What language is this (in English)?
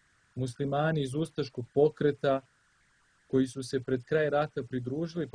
Serbian